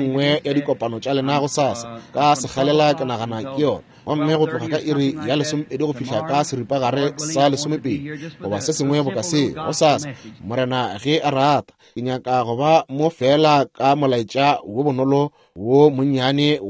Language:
Northern Sotho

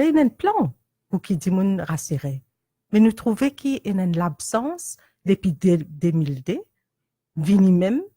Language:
Morisyen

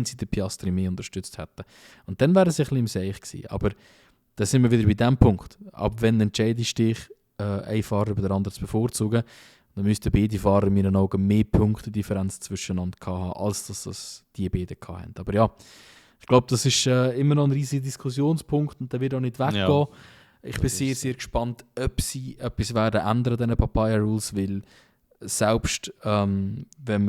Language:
Swiss German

